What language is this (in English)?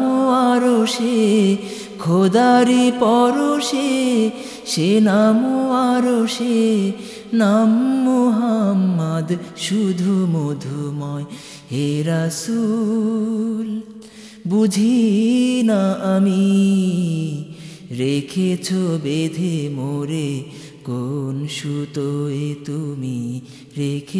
Bangla